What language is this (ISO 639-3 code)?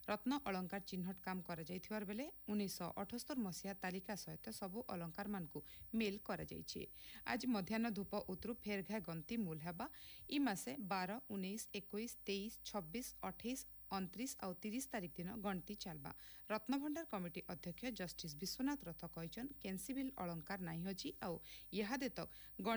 ori